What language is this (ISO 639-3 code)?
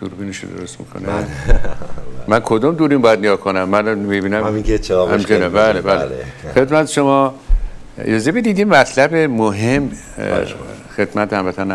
fas